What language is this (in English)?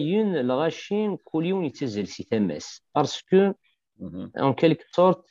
Kabyle